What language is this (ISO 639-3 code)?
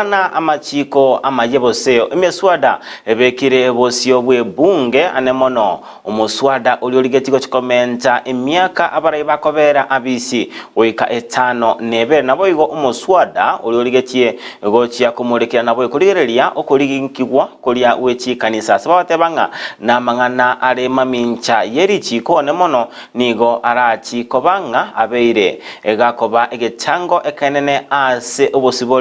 guz